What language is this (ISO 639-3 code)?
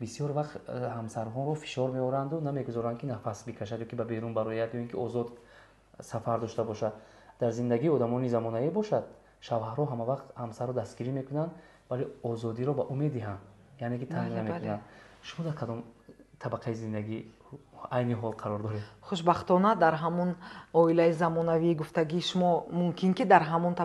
tgk